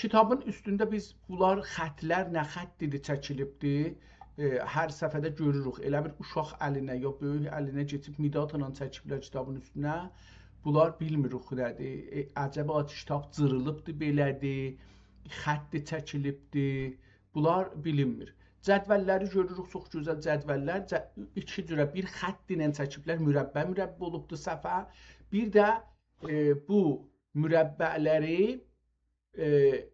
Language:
South Azerbaijani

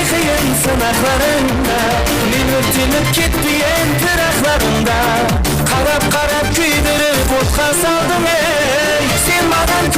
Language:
Kara-Kalpak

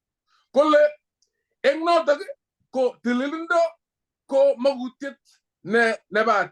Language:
Kalenjin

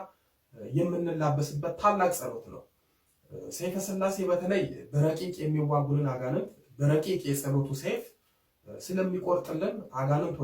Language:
Amharic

